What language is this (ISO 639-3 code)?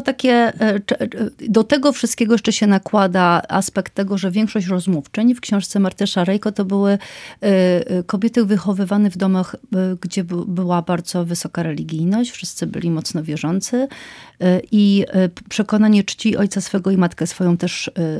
pol